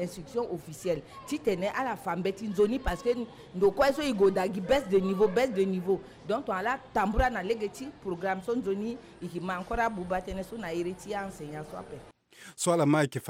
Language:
Sango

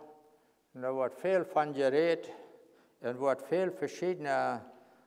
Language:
Plautdietsch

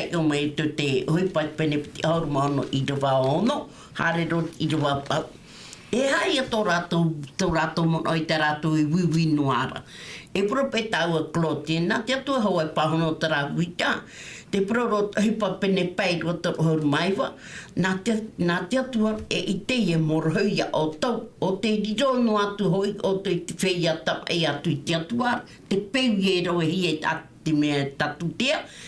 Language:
Tahitian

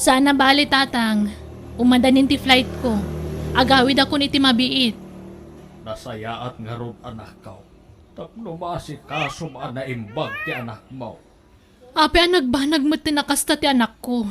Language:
Iloko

